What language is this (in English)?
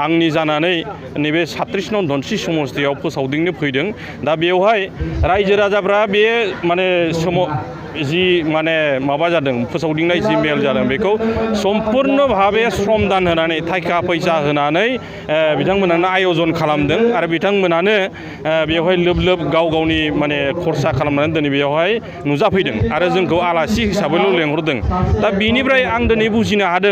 Bodo